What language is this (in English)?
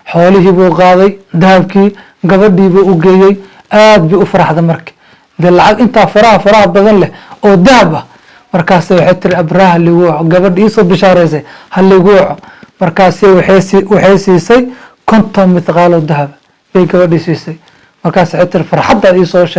Somali